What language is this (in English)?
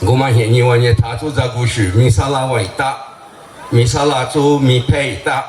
Lisu